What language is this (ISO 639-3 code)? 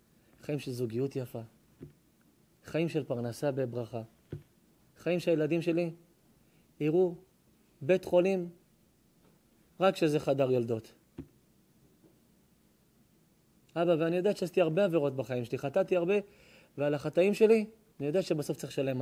heb